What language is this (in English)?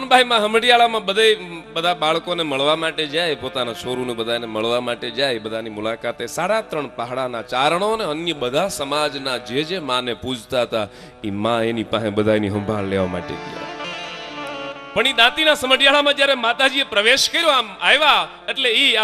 Gujarati